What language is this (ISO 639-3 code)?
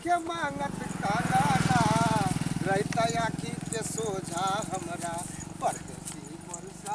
mai